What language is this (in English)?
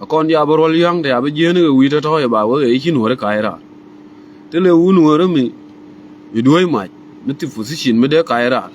Nuer